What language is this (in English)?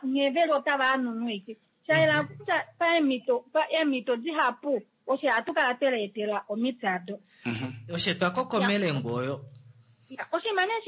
Kuanyama